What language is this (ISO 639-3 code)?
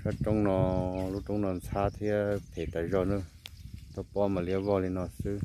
hmn